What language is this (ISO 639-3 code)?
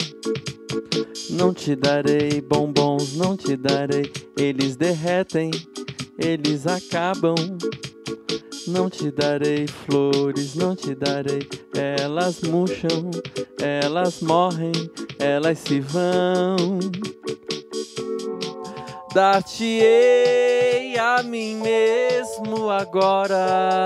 por